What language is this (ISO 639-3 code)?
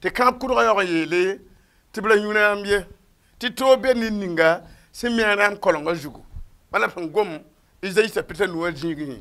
mos